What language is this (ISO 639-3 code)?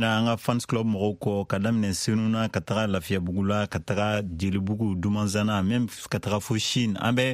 bam